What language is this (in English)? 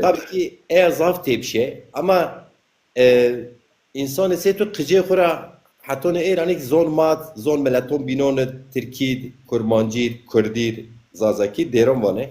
Zaza